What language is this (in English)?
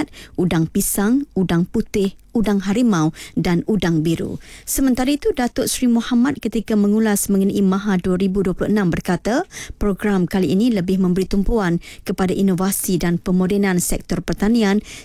Malay